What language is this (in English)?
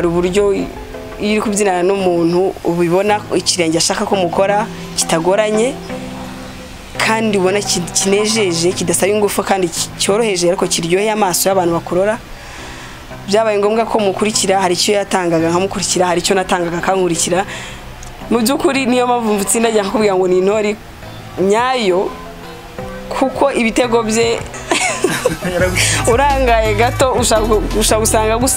Kinyarwanda